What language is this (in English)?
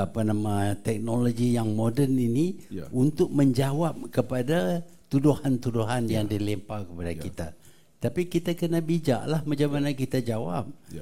Malay